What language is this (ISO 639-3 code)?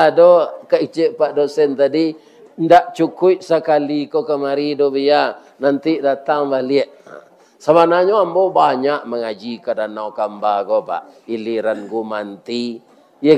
min